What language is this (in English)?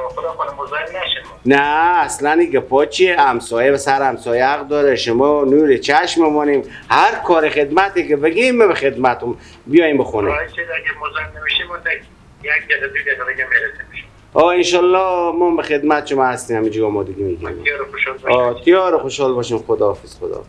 Persian